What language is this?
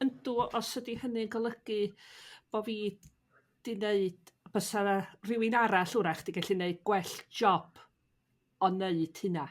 Welsh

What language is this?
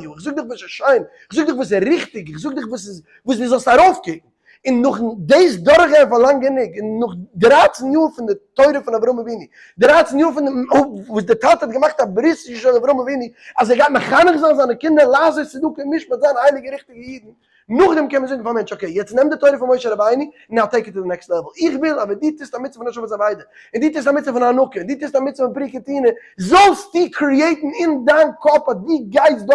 Yiddish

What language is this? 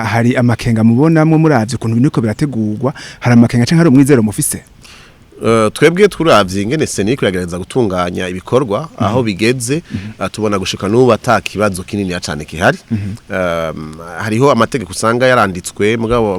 Rundi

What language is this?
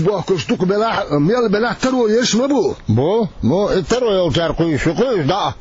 Chechen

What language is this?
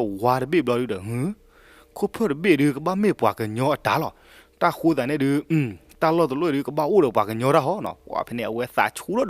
S'gaw Karen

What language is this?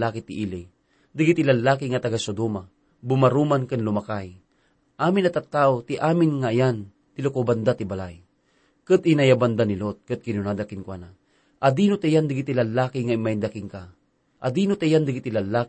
Iloko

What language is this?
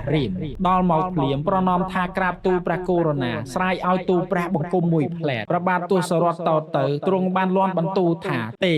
Khmer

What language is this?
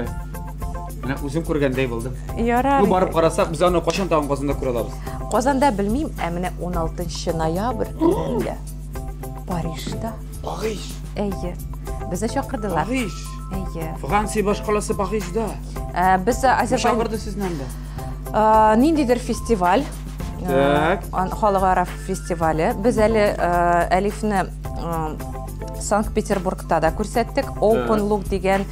Tatar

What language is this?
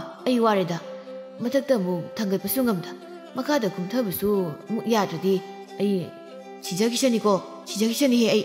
Manipuri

